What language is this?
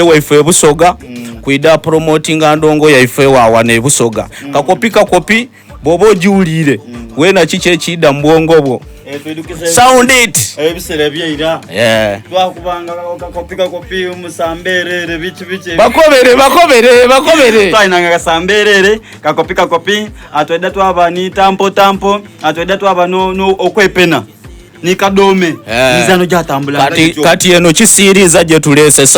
Soga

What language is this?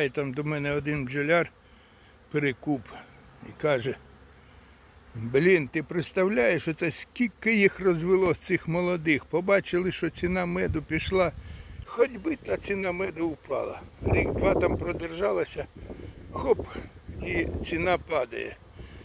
Ukrainian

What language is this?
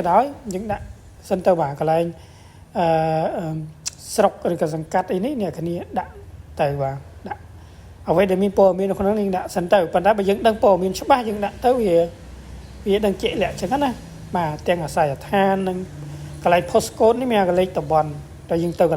Khmer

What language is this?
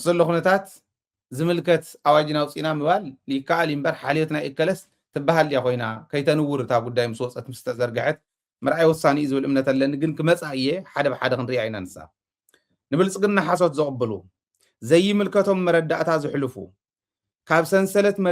Tigrinya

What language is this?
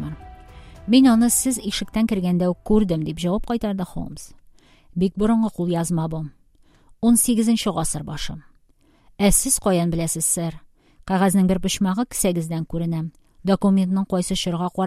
Tatar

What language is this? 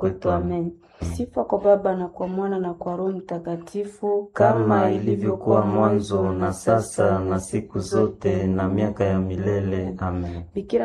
Swahili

